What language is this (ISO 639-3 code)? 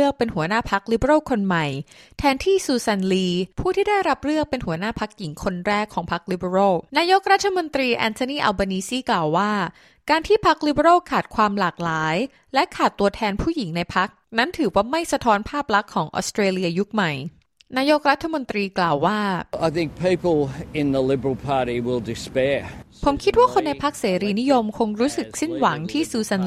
tha